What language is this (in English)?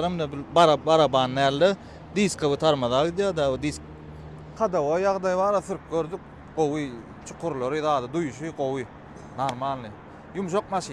Turkmen